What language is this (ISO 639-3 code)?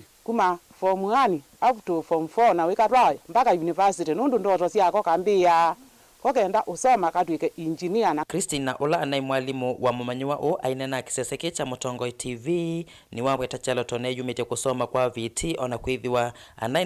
kam